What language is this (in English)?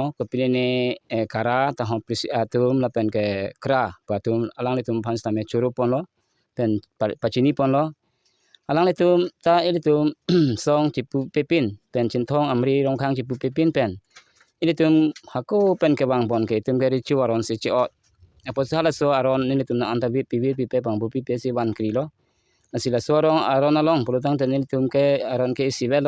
Karbi